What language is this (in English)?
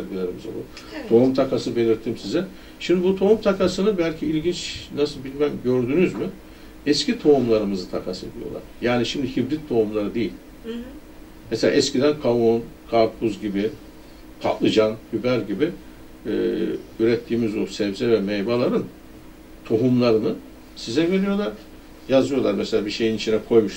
Turkish